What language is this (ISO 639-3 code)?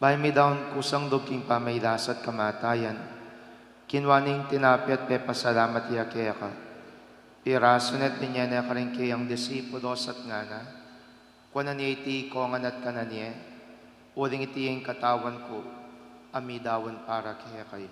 pam